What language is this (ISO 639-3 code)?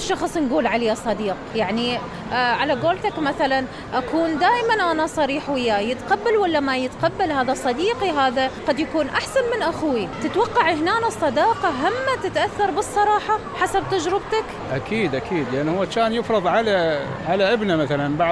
acm